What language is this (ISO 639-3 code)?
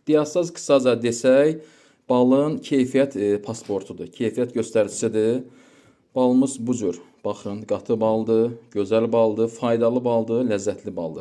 aze